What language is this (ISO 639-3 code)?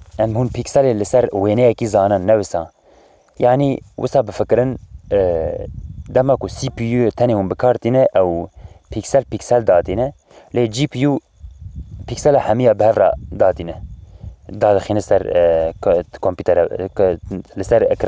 kur